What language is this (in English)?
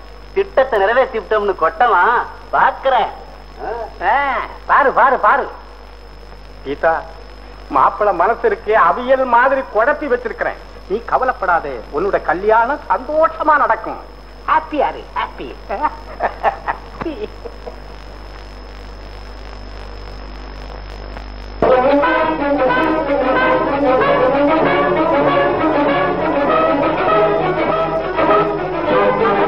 Tamil